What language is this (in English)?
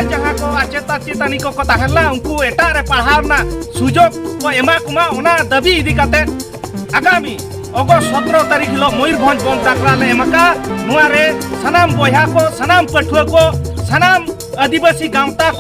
Santali